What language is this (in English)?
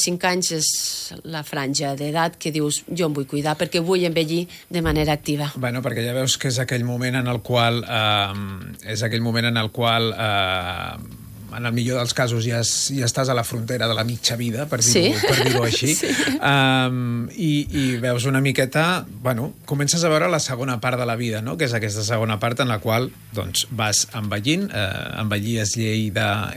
Catalan